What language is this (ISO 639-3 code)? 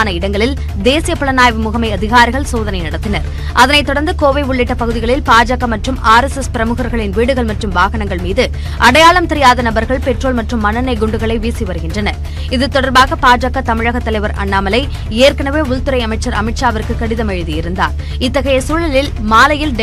tam